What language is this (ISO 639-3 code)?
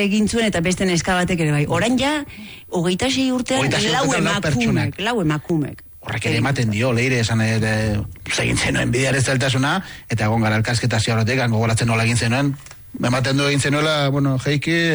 eus